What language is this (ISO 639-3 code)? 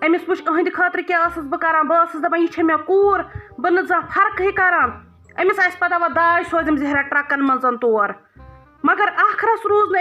kas